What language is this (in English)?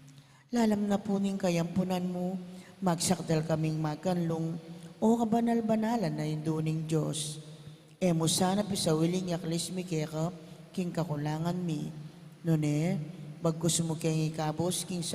Pampanga